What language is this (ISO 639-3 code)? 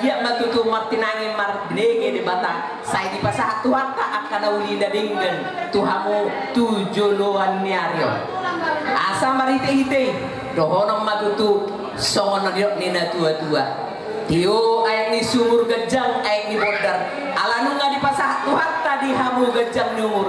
bbc